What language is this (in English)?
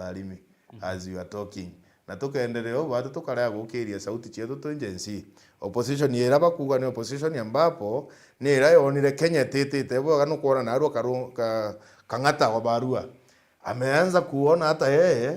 Meru